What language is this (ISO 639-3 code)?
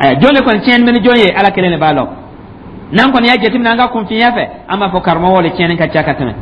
dyu